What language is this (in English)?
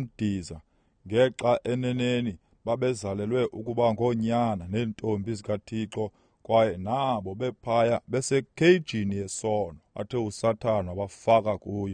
Xhosa